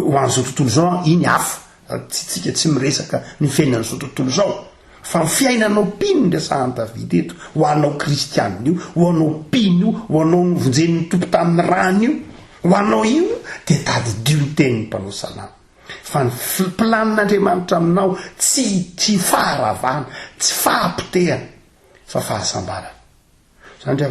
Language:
Malagasy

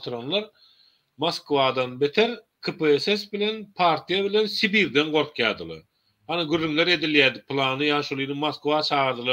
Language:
Turkmen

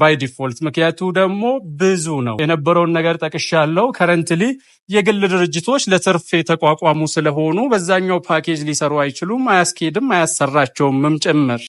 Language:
Amharic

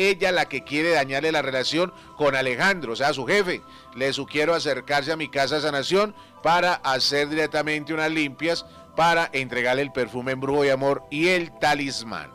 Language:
Spanish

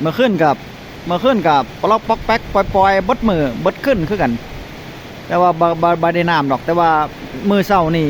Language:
Northeastern Thai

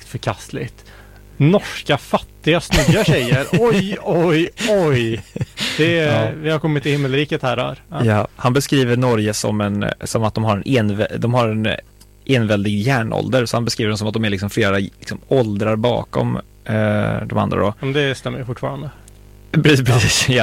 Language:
Swedish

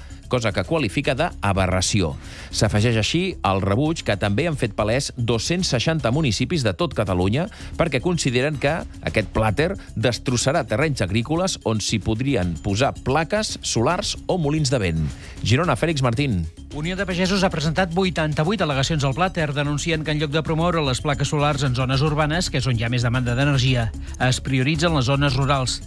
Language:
Catalan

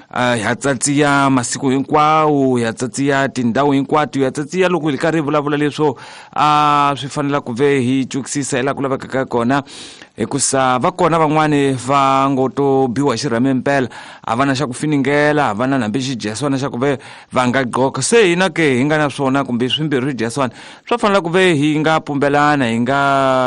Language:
Tsonga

